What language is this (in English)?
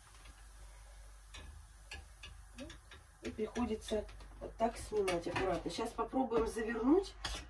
Russian